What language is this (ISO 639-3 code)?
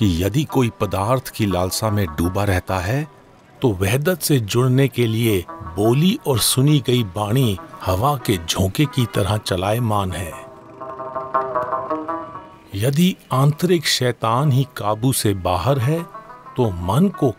hin